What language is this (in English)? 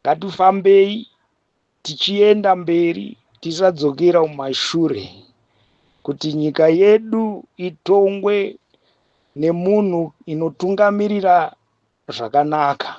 Shona